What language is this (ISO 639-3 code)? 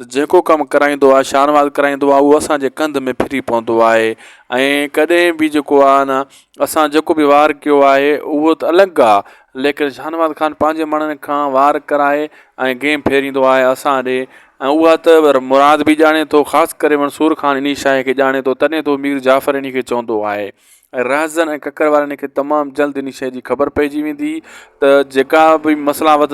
snd